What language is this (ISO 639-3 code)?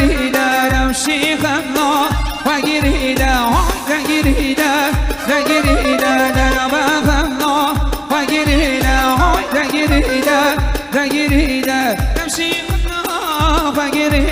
kur